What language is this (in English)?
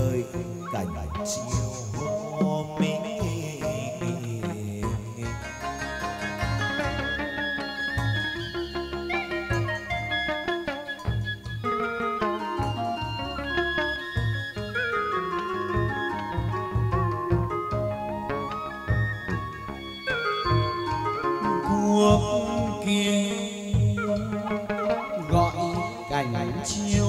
Vietnamese